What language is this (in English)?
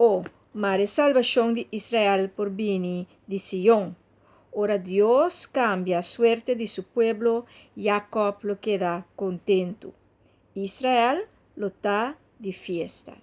Papiamento